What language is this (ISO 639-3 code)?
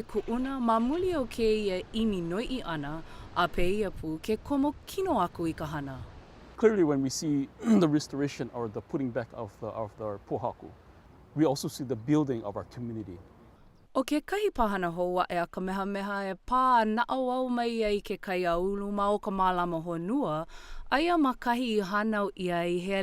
haw